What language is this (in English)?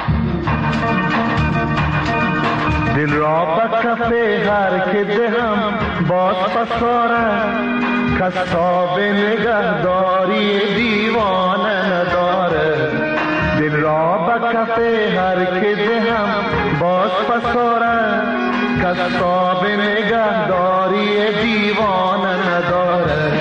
Persian